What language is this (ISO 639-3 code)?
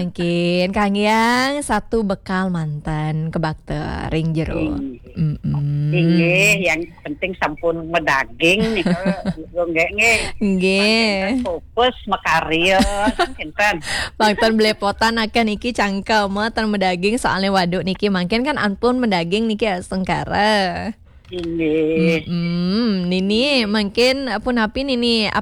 ban